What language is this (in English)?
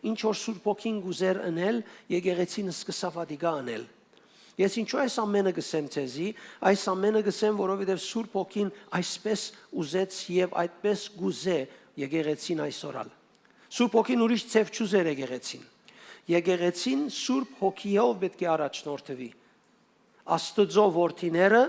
Western Armenian